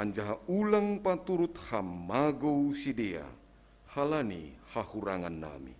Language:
Batak Simalungun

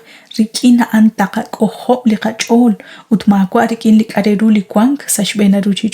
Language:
Kekchí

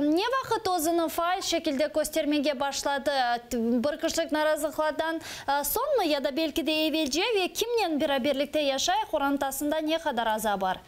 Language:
Crimean Tatar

